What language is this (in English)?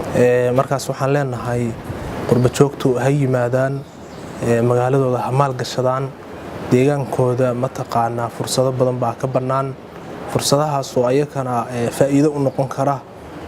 Somali